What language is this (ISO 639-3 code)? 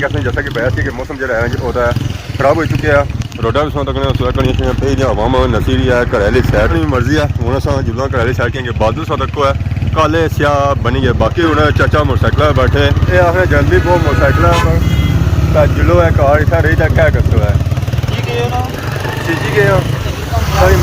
phr